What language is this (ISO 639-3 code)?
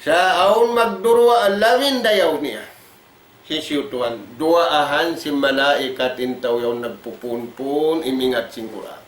tsg